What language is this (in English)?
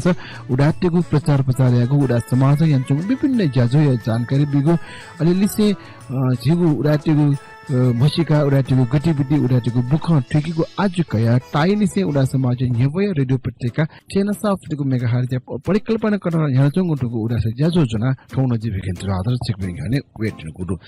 Newari